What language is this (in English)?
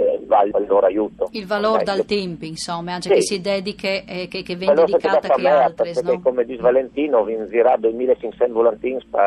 Friulian